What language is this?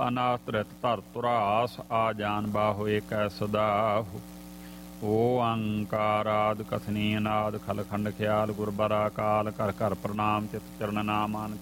Punjabi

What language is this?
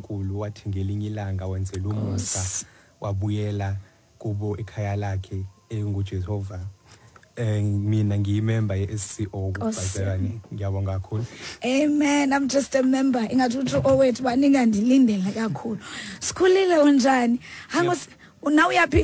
Xhosa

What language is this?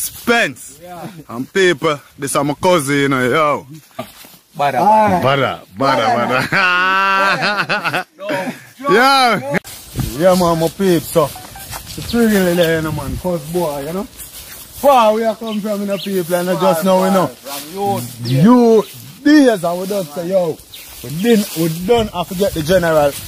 Jamaican Creole English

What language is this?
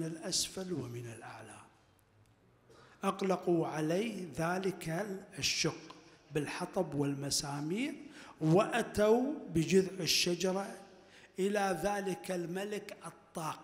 Arabic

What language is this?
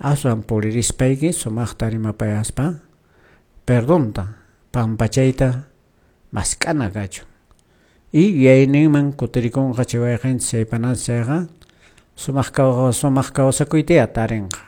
Quechua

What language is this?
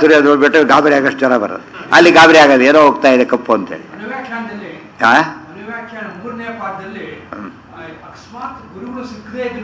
Kannada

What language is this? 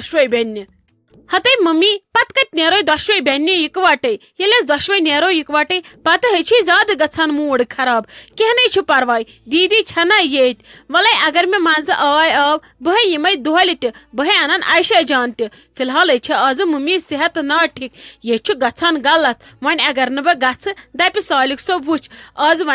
Kashmiri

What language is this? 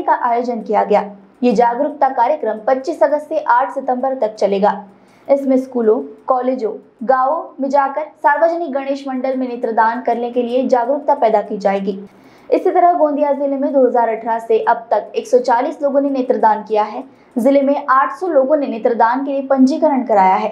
Hindi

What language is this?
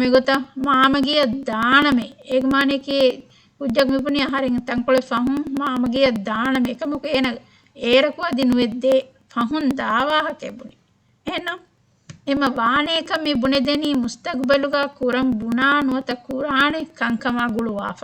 Divehi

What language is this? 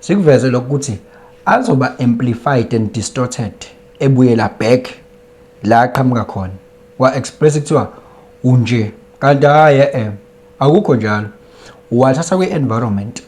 Zulu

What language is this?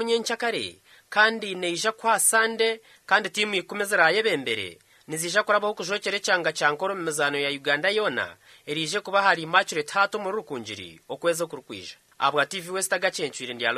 Nyankole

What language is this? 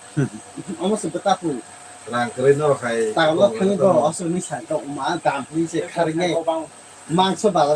Kok Borok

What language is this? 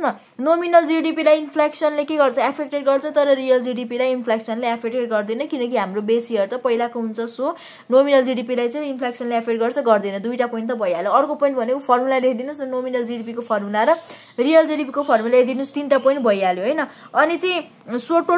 Nepali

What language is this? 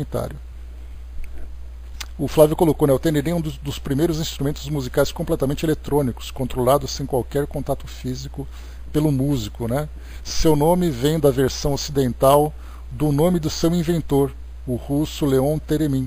Portuguese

